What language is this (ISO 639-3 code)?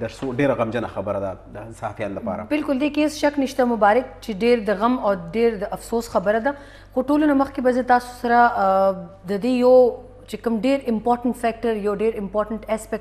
pus